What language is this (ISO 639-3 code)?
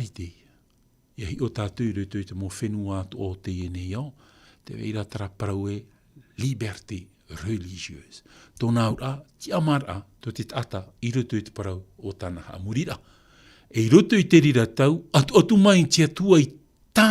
tah